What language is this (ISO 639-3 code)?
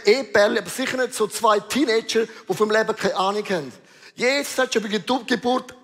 gsw